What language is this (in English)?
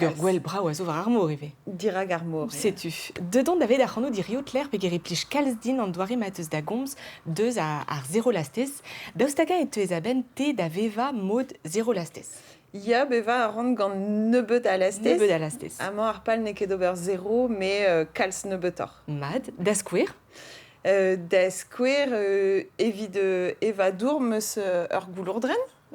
Breton